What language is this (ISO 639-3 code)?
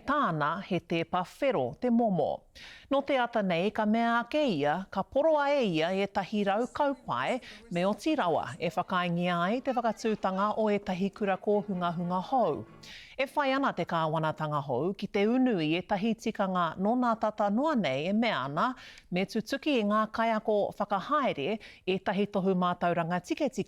mri